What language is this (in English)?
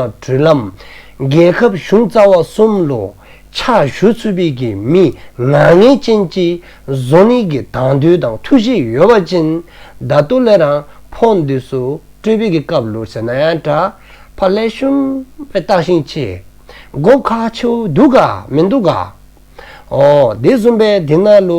Dzongkha